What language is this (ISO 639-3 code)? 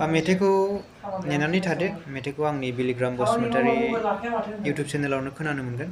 brx